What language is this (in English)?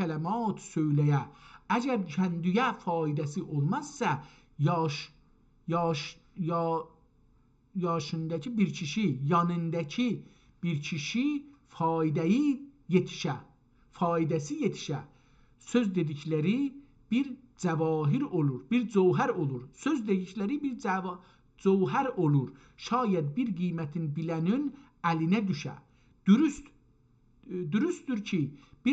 South Azerbaijani